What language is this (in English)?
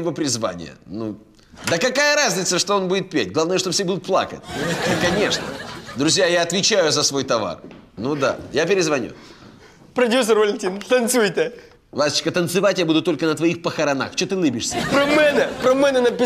Russian